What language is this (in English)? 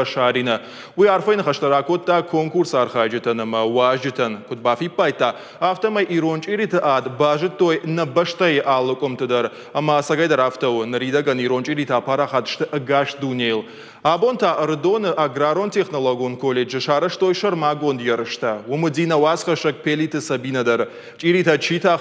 Ossetic